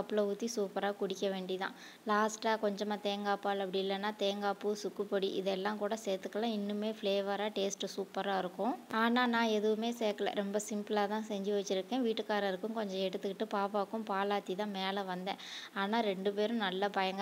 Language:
Tamil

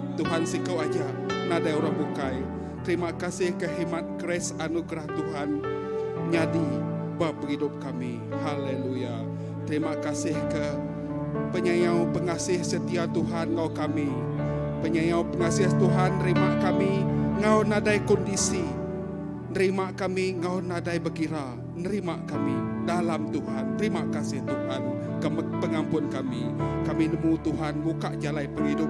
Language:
Iban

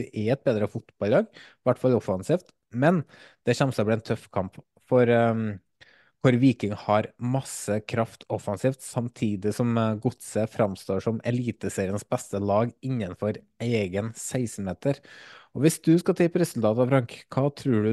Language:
Norwegian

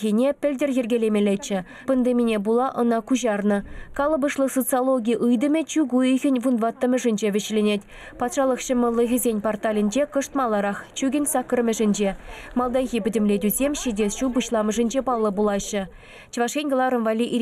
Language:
Chuvash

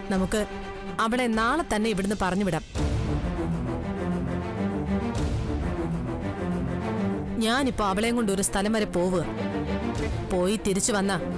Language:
Malayalam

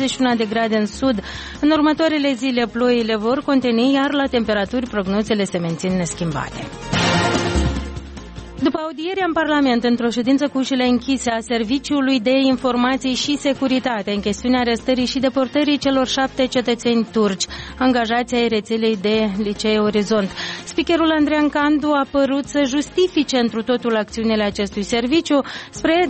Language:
Romanian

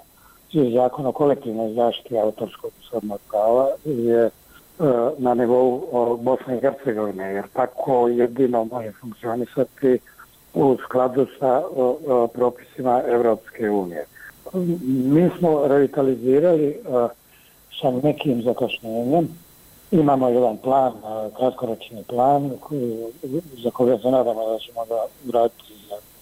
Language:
Bosnian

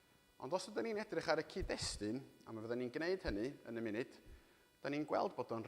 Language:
Welsh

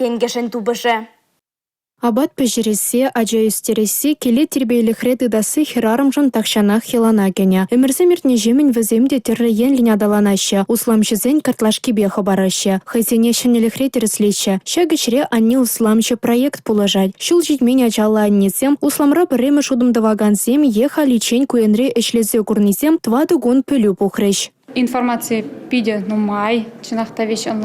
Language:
Chuvash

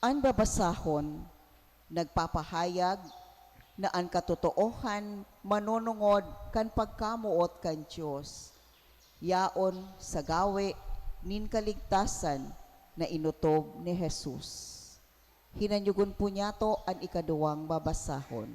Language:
Bikol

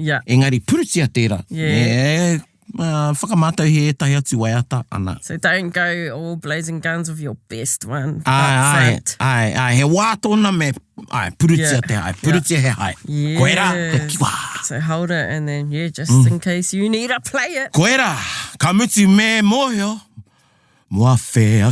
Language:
Māori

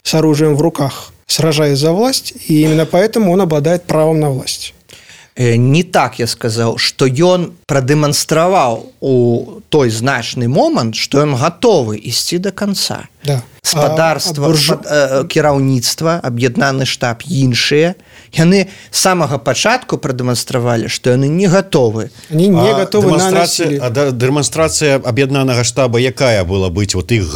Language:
Belarusian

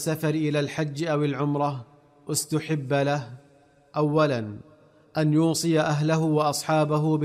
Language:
Arabic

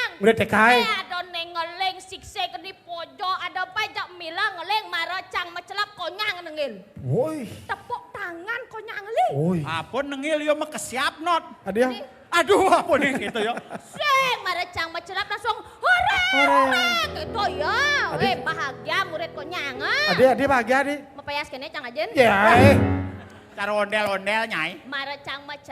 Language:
Balinese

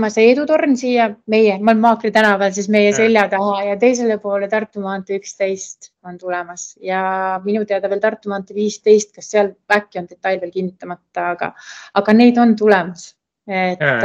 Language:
Estonian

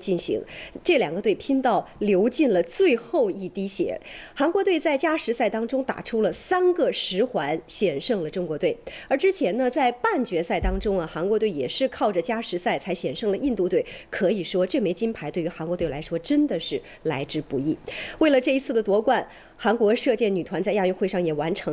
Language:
Chinese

